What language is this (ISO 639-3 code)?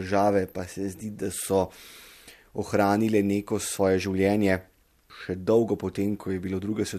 slv